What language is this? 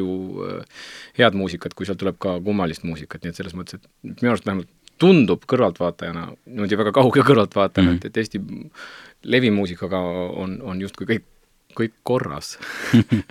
Estonian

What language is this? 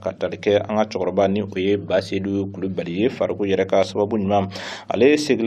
Bambara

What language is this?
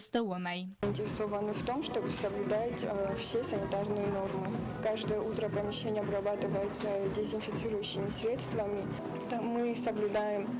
Ossetic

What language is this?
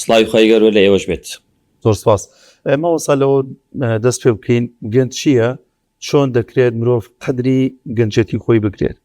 Central Kurdish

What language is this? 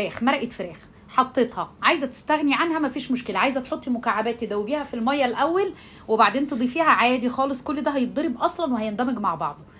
Egyptian Arabic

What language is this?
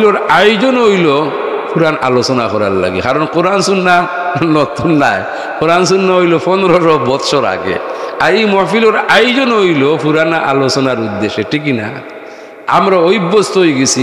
Sylheti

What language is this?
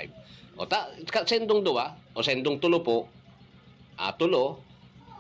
Bikol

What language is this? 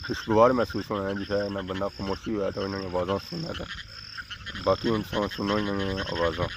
Pahari-Potwari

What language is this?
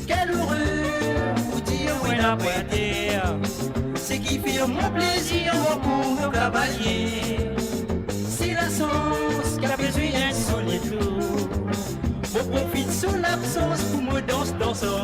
Morisyen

